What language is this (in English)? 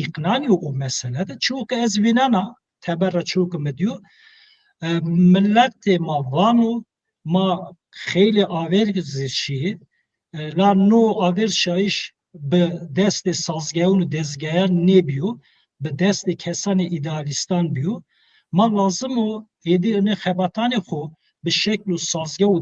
Zaza